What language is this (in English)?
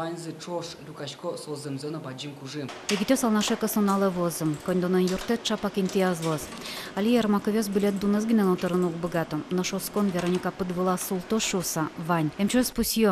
Udmurt